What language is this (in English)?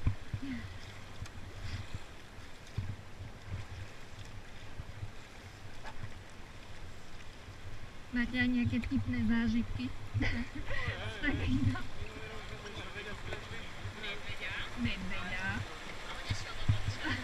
Slovak